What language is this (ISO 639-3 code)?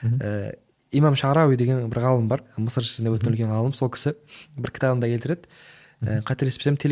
kaz